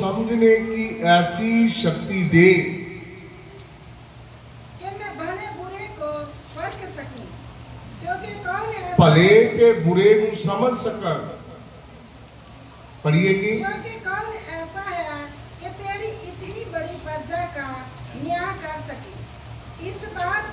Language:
Punjabi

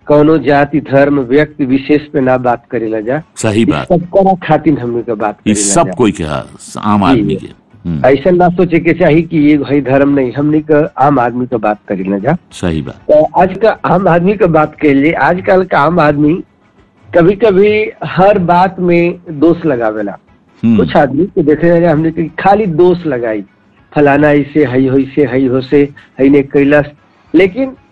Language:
Bhojpuri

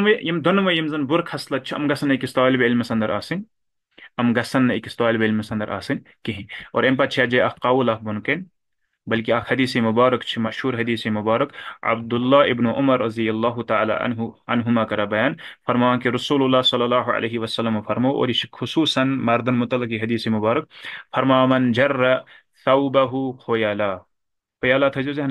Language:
Kashmiri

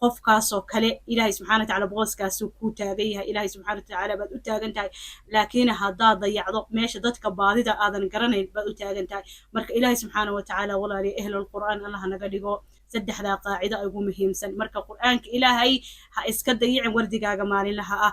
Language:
Somali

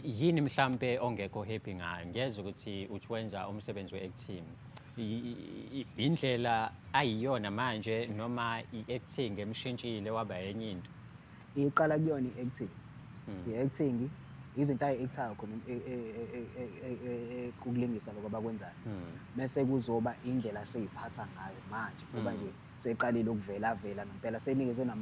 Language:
Zulu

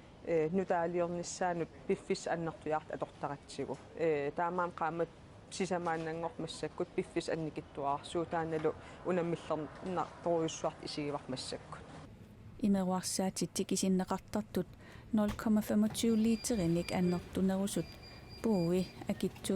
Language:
Kalaallisut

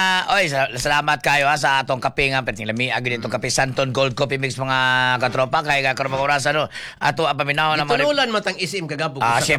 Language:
Cebuano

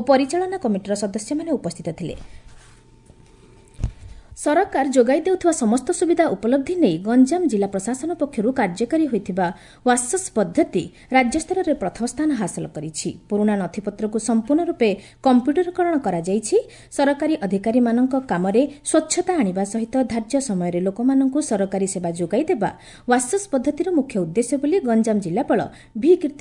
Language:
Odia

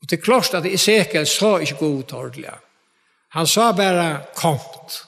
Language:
Faroese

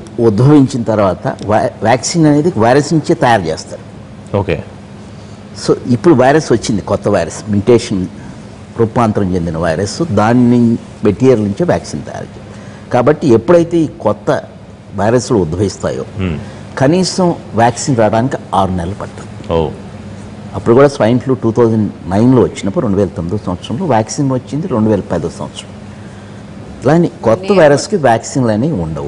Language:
Telugu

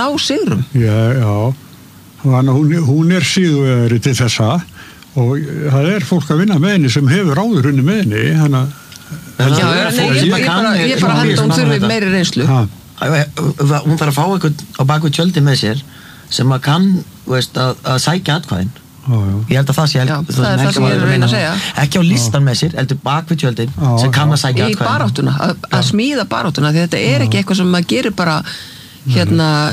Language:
Icelandic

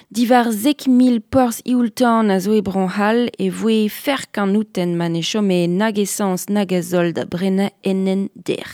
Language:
Breton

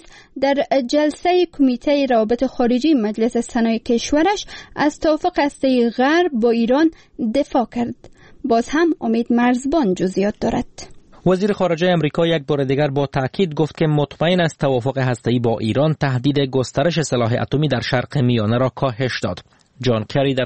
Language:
Persian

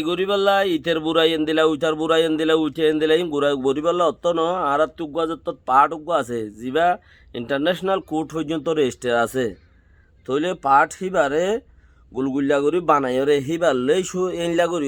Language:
Rohingya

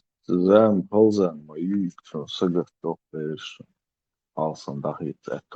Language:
Chechen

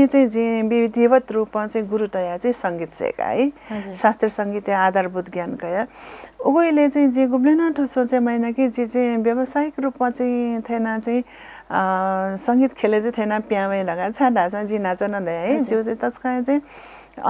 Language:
Newari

